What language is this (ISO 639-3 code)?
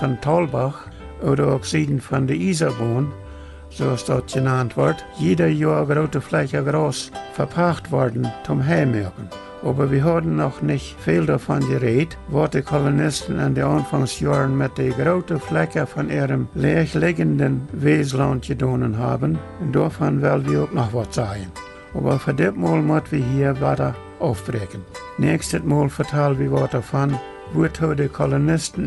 pdt